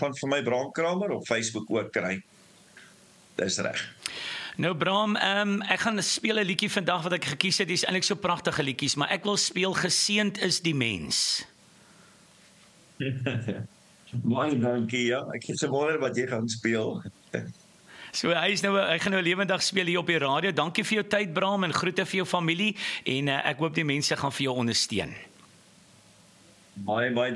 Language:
Afrikaans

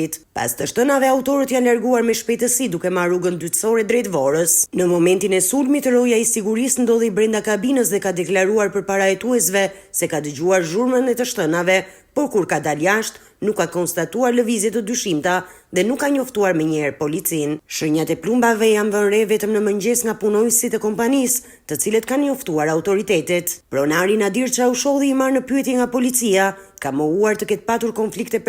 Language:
Albanian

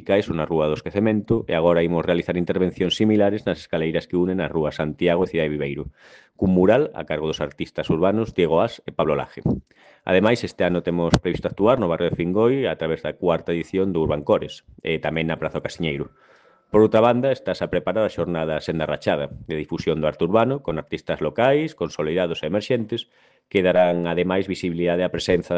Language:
Galician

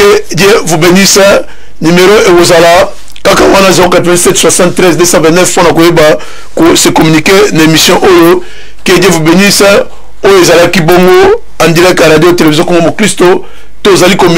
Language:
Lingala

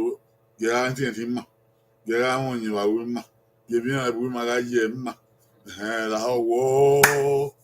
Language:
Bini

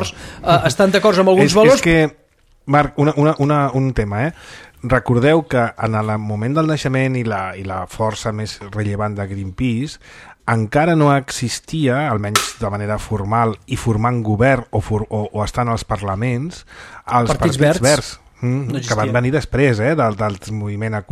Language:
Catalan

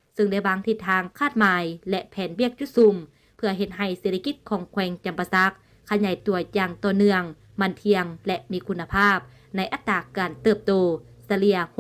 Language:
Lao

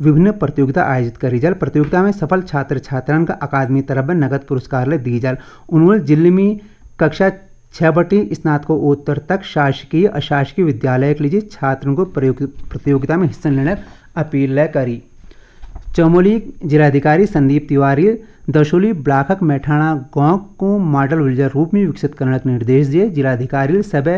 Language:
Garhwali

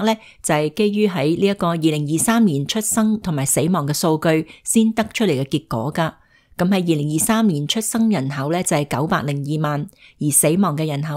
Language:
Cantonese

